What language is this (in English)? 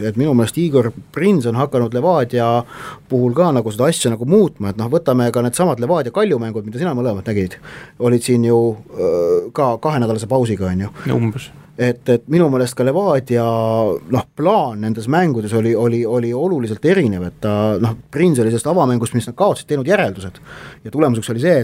Estonian